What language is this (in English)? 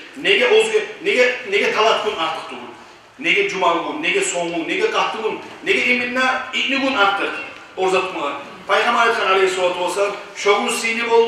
Kumyk